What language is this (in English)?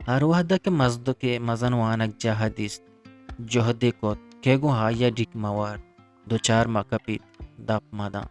Eastern Balochi